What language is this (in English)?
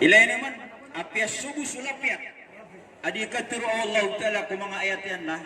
Maranao